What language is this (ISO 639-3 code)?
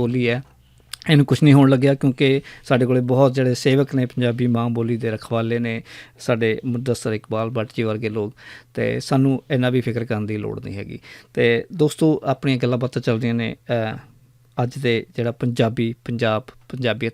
lah